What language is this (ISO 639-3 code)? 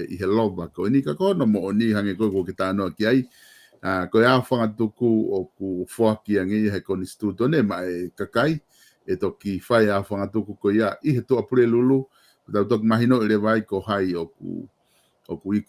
ton